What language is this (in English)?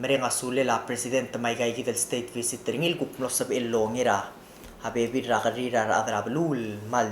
Palauan